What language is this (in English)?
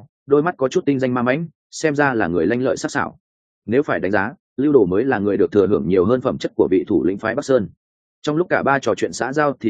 Vietnamese